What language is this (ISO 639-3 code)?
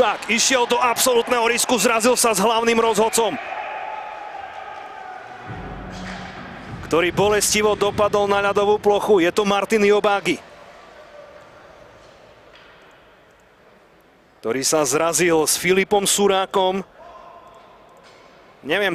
slk